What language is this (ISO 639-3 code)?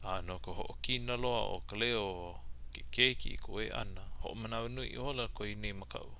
haw